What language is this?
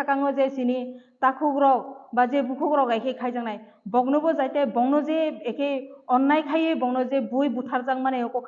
Riang (India)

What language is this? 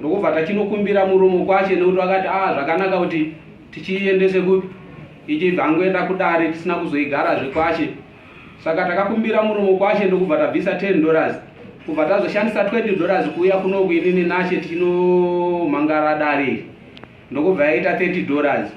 Shona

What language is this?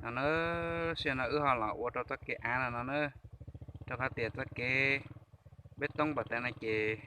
Hmong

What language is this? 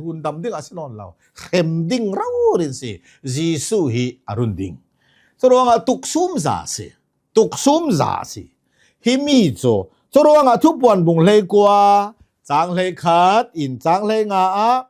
Hakha Chin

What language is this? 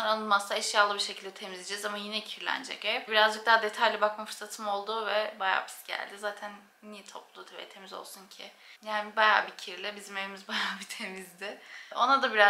Turkish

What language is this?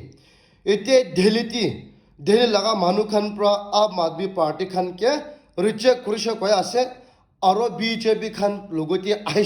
Naga Pidgin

